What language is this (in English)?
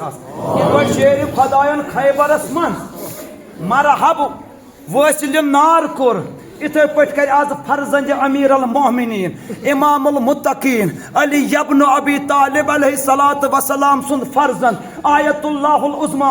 Kashmiri